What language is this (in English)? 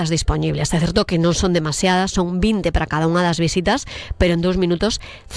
Galician